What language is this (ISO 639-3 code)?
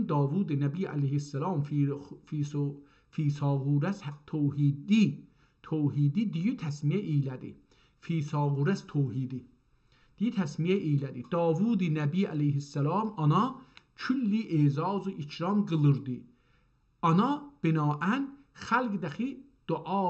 azb